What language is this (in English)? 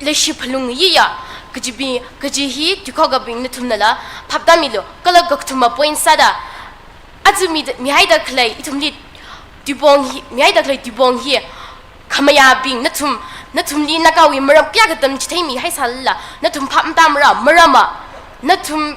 Tangkhul Naga (India)